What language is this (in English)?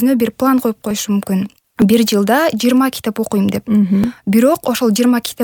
Kyrgyz